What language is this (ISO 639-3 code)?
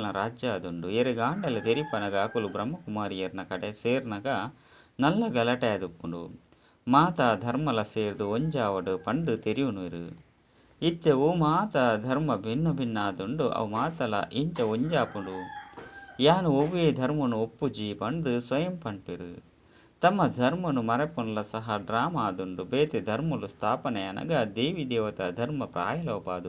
tcy